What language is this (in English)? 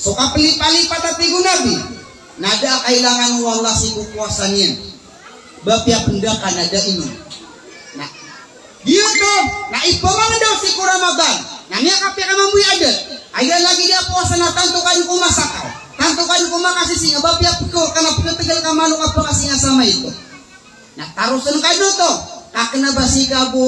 Maranao